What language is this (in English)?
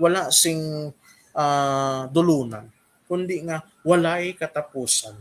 Hiligaynon